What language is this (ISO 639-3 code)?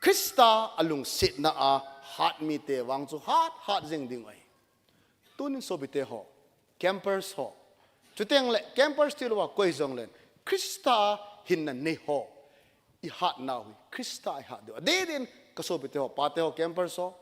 tcz